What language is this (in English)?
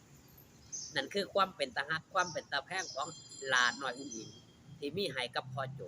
Northeastern Thai